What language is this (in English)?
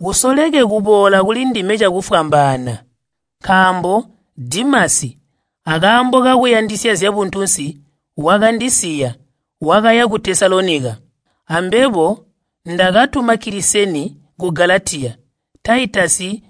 Tonga (Zambia)